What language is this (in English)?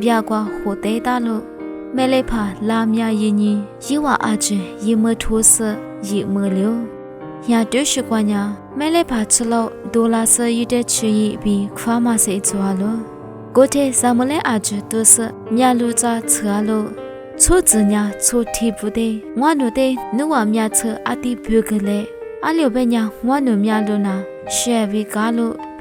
Lisu